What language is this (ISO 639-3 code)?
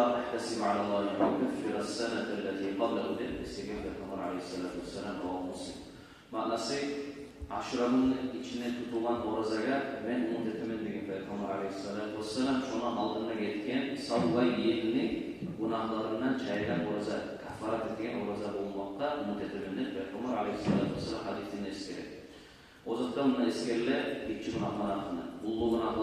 kum